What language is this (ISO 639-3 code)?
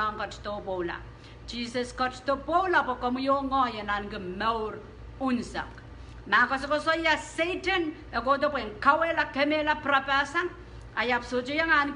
pon